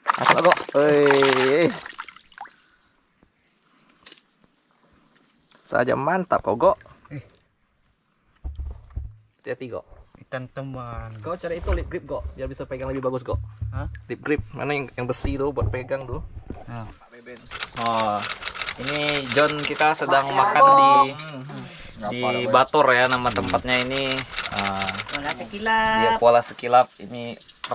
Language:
Indonesian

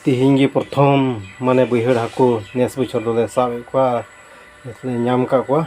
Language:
Santali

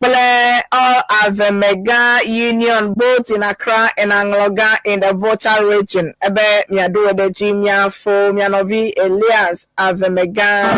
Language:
Ewe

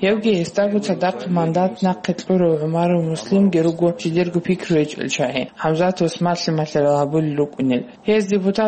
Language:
Avaric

